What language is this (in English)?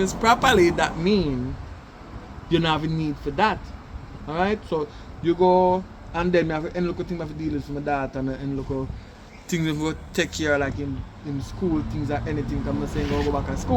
Jamaican Creole English